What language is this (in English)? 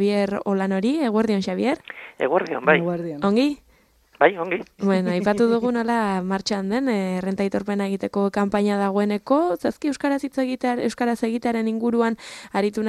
Basque